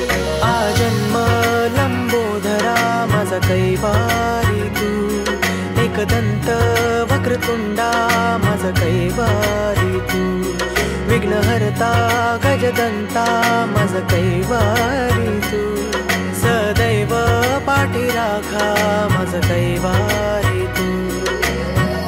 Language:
Marathi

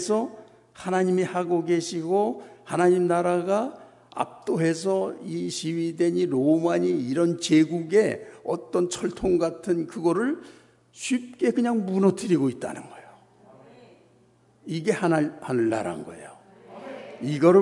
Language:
Korean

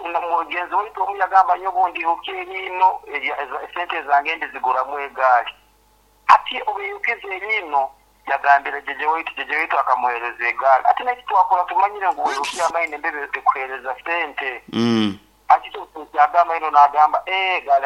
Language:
Nyankole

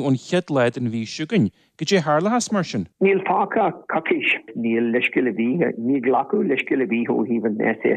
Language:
Irish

